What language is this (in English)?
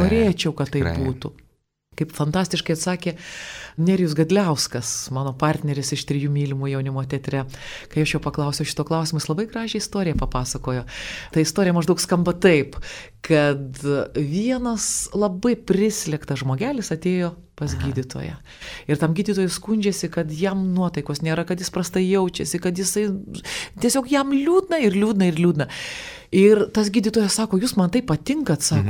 Lithuanian